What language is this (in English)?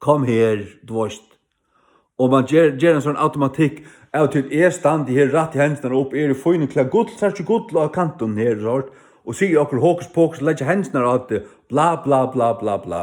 Faroese